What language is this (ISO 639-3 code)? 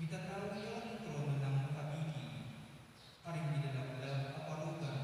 pam